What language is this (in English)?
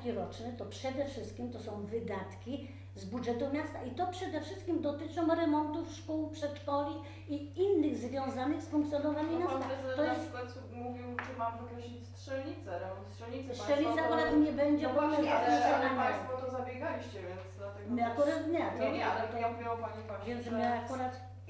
Polish